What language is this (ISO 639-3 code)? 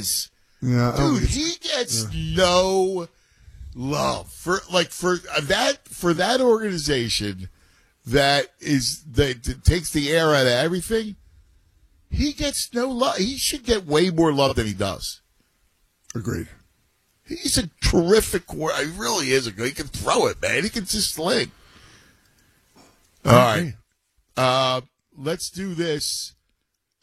eng